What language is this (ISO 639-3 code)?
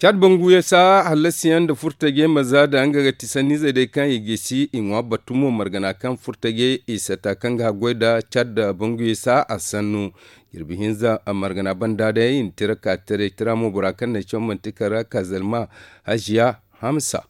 dje